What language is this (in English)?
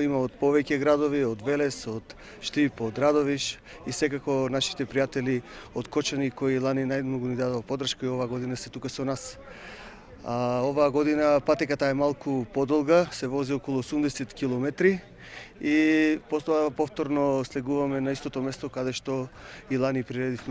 Macedonian